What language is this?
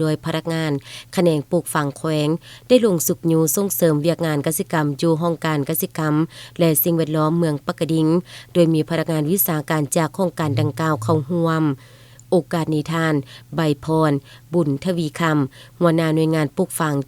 Lao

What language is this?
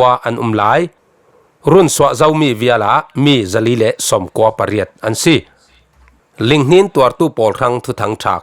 Falam Chin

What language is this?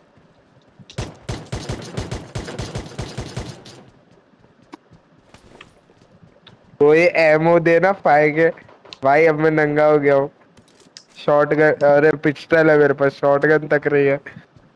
Hindi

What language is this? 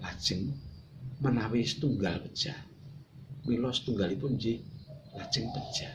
Javanese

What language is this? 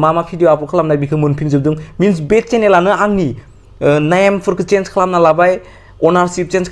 Bodo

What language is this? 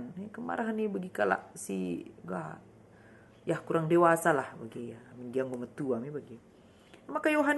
Batak Karo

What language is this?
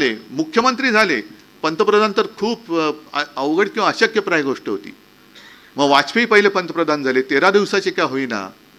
Marathi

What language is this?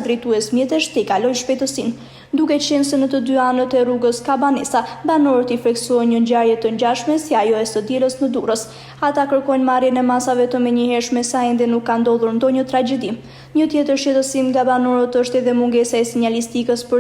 Albanian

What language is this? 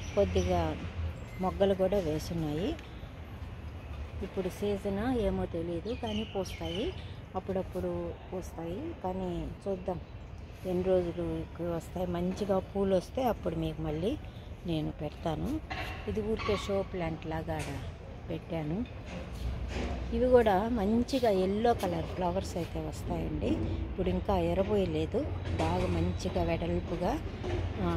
Telugu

